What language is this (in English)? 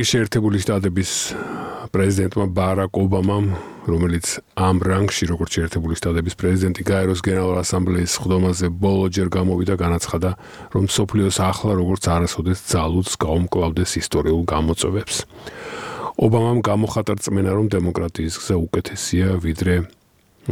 Georgian